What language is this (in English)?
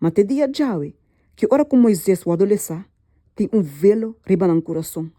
Papiamento